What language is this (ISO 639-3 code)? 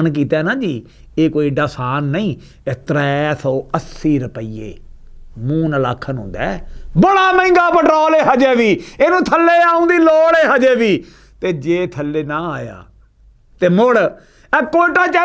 lah